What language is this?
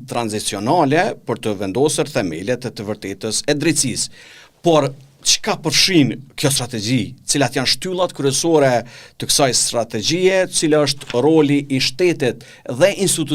Albanian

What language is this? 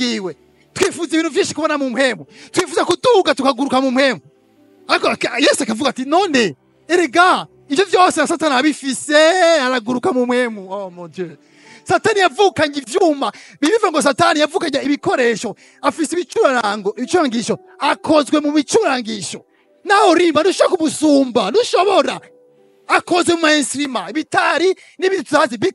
Rundi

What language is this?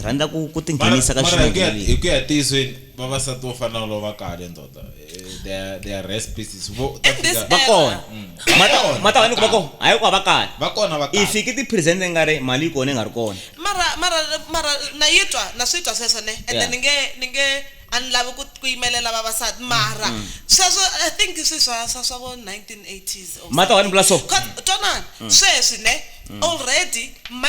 Tsonga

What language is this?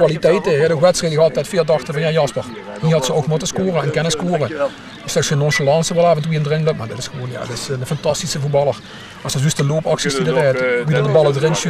Limburgish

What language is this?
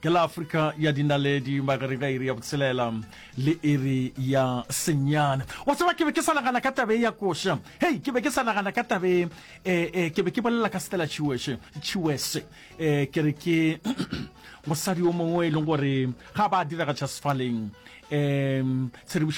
Northern Sotho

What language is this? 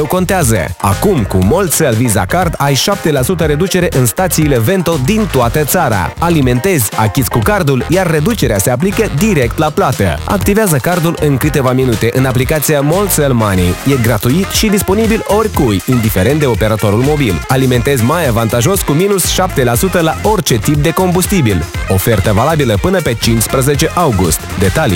Romanian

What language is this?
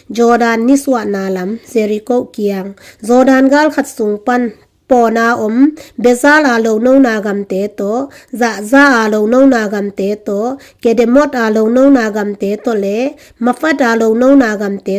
Tedim Chin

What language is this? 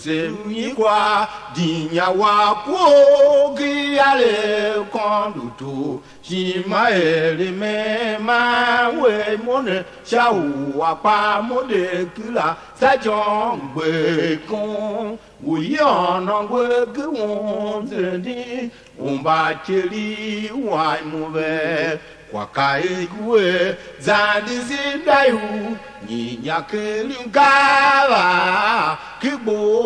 Tiv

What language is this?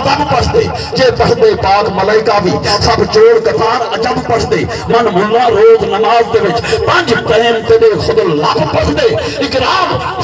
Saraiki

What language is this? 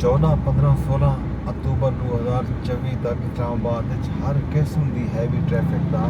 Saraiki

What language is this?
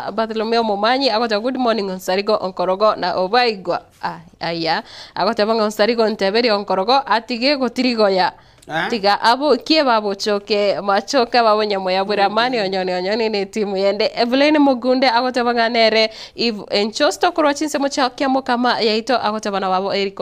Gusii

